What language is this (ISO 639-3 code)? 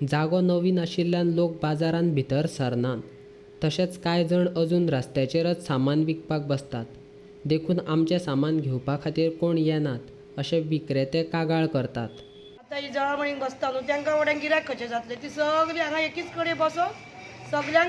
kok